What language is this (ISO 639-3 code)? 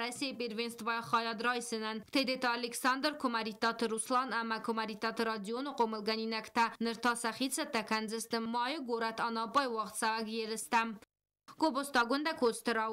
oss